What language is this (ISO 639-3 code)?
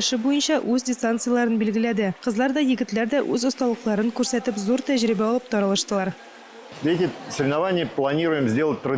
tat